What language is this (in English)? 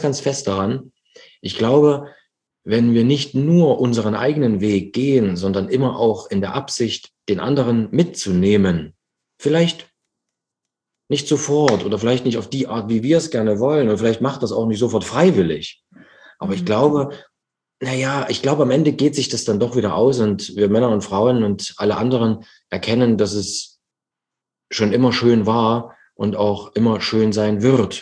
German